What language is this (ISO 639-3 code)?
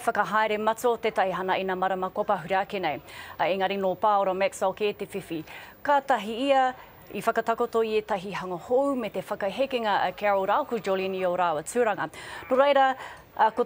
mri